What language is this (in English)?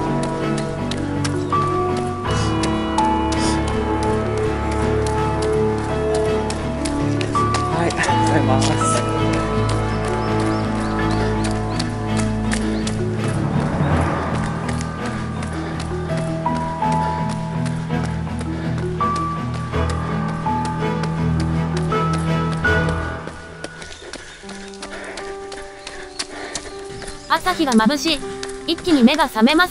Japanese